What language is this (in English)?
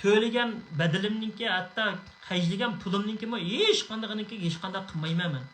Uyghur